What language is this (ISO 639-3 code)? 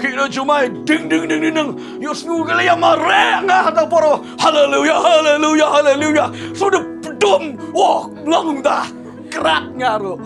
kha